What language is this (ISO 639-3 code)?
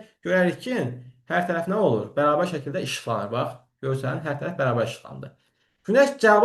aze